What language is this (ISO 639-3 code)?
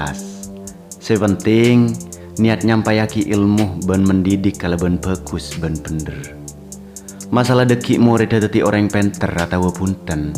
mad